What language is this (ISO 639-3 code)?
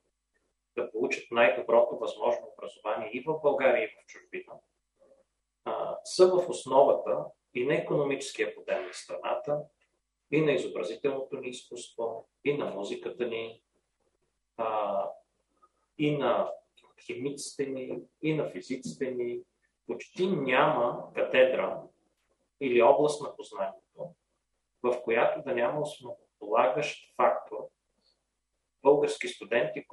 bul